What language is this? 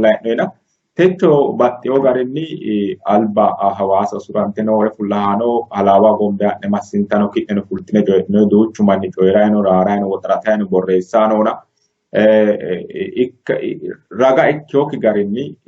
Sidamo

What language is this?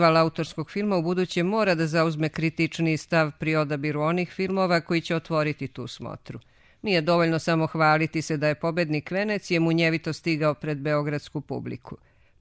Serbian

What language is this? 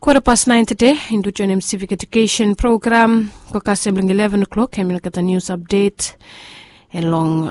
Bislama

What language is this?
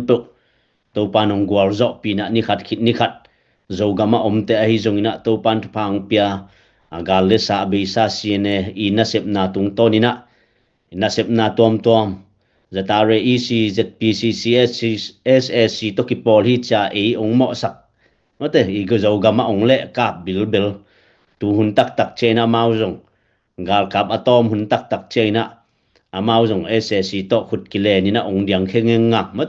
Tedim Chin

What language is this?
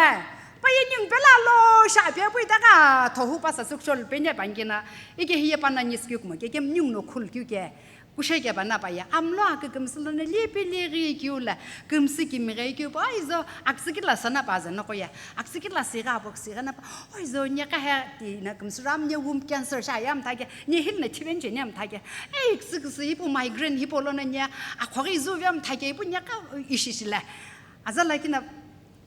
Sumi Naga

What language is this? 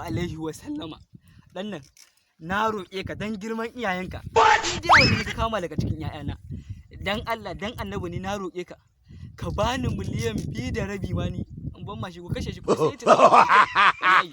Hausa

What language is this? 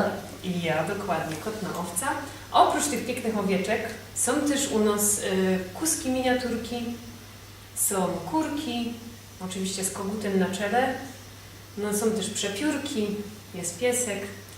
Silesian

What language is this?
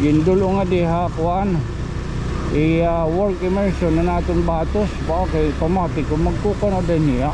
Waray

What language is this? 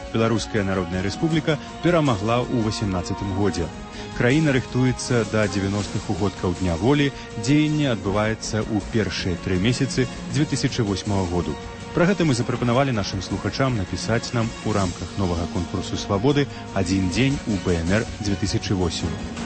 Belarusian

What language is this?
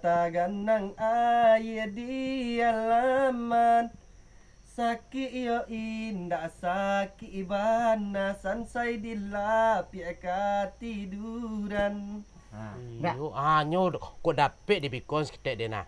Minangkabau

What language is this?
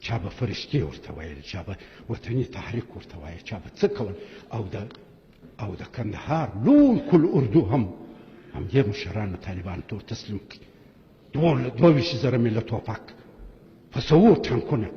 Pashto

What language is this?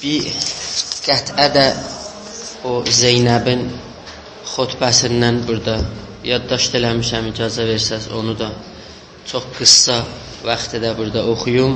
South Azerbaijani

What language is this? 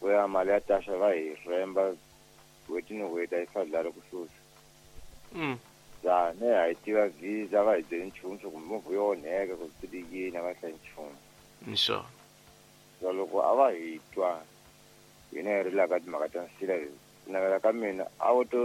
Tsonga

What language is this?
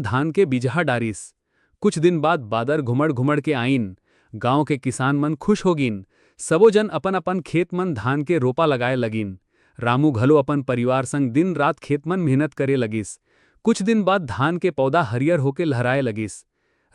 Chhattisgarhi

